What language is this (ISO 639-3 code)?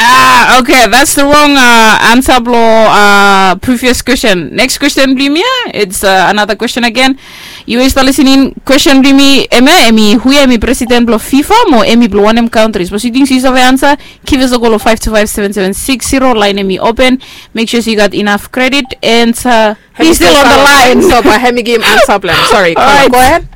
bis